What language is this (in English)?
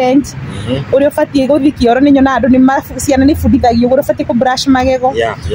Kikuyu